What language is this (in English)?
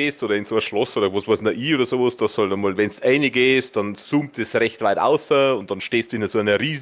Bavarian